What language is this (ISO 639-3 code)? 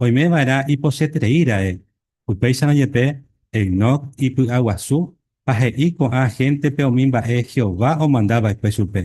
grn